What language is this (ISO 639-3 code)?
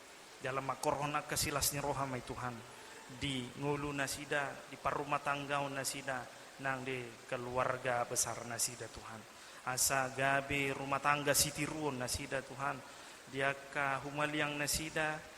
bbc